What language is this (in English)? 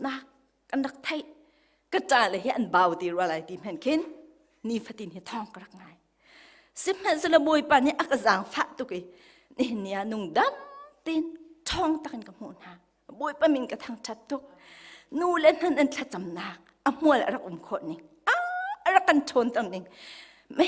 Hakha Chin